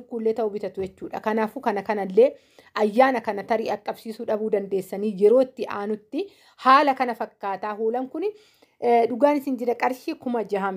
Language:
Oromo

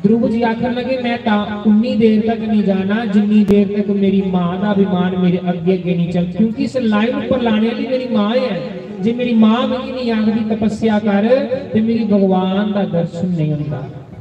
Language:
Dogri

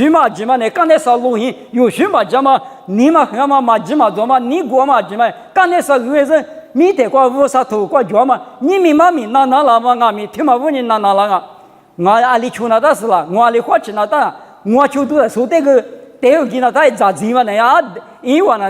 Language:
Lisu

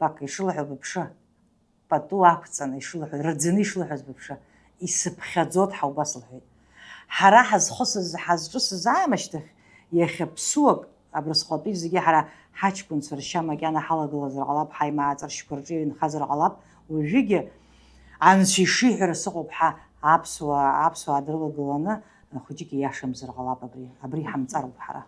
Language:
Abkhazian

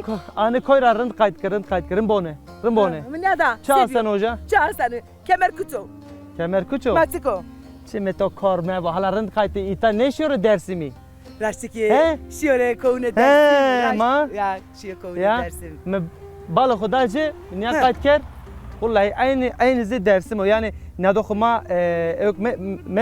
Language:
Zaza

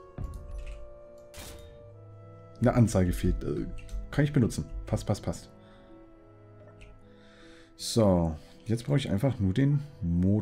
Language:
German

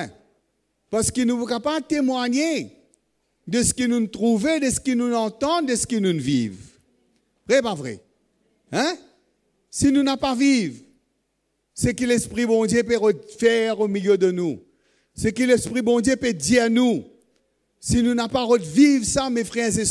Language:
Morisyen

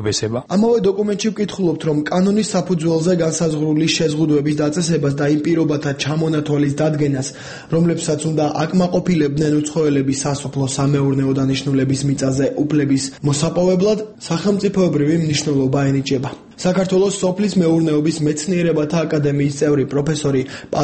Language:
Georgian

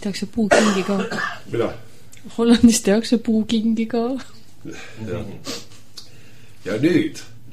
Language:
Estonian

